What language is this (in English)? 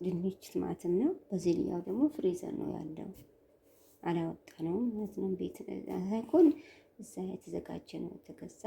Amharic